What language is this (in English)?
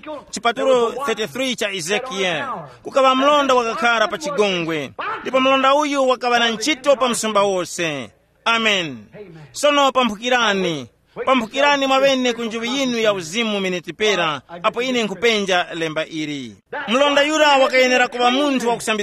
Tumbuka